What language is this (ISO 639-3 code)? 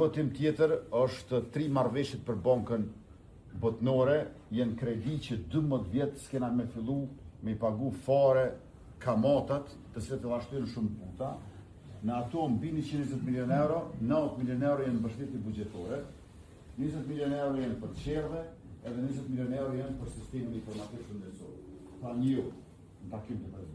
sqi